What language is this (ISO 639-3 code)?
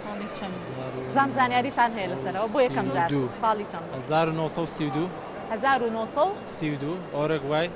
ckb